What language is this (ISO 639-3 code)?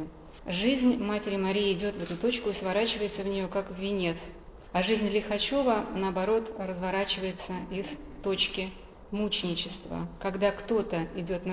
rus